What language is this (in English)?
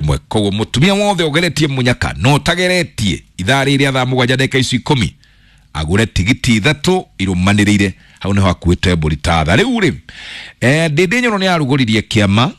Kikuyu